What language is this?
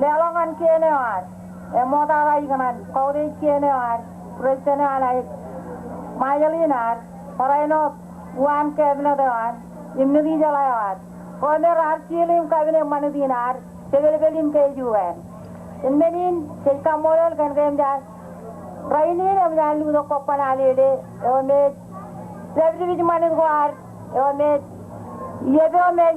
Marshallese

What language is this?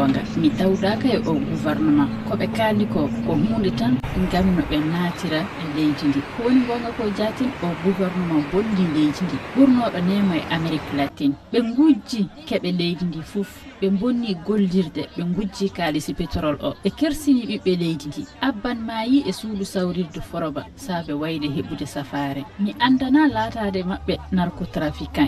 Fula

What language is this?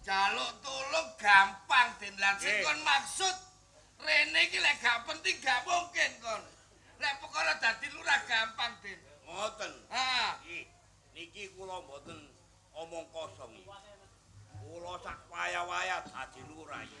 Javanese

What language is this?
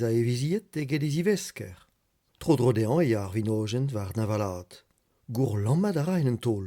Breton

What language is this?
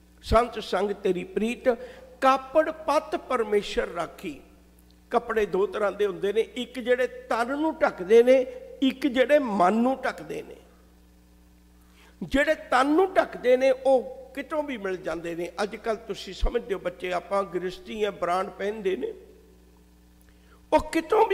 Punjabi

